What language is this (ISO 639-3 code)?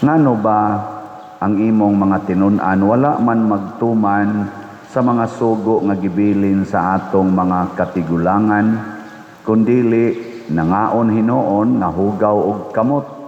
ceb